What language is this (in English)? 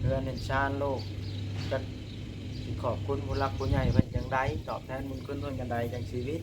Northeastern Thai